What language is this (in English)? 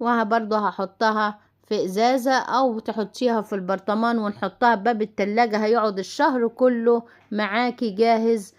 Egyptian Arabic